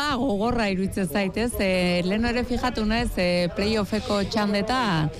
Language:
Basque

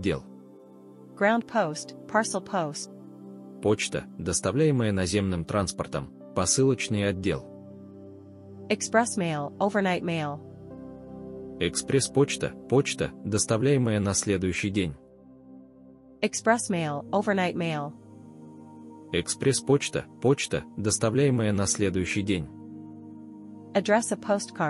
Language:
Russian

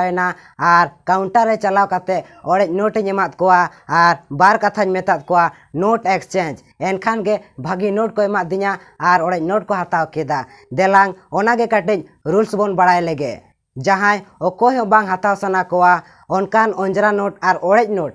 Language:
Santali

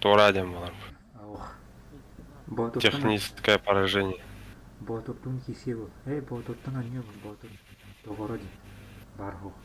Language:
Yakut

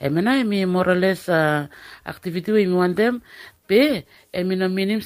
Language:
Bislama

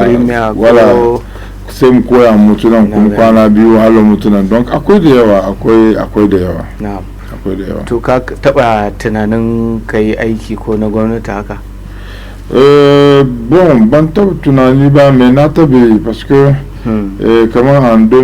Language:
Hausa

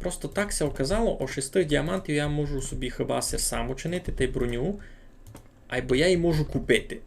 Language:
Rusyn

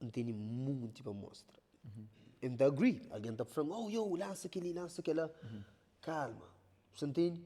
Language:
Kabuverdianu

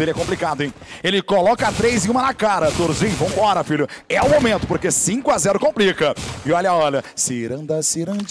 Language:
Portuguese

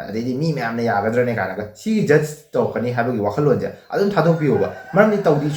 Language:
Manipuri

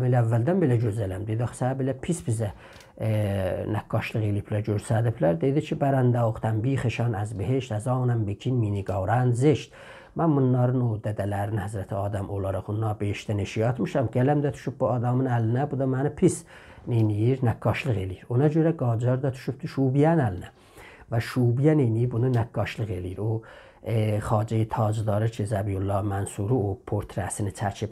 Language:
South Azerbaijani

